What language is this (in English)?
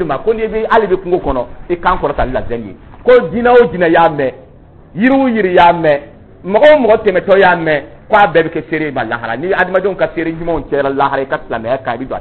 Dyula